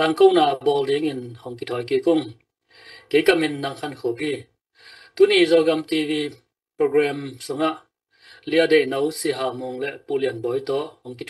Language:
Tedim Chin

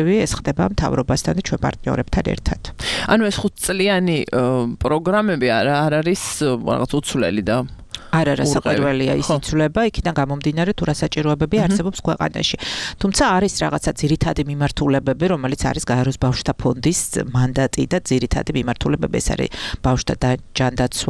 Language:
Georgian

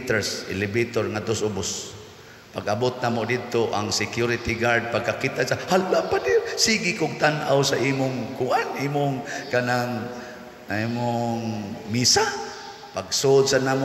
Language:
Cebuano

